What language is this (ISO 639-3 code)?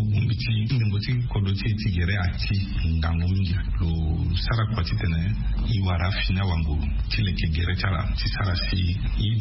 sag